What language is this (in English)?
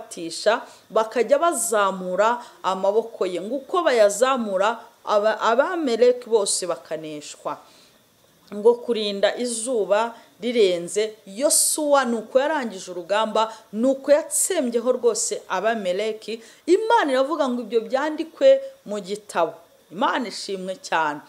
Kinyarwanda